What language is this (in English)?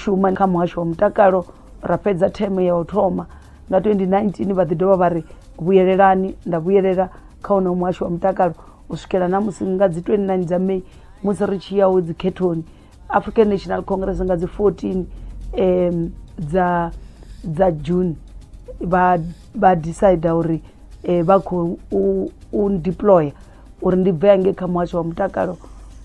Venda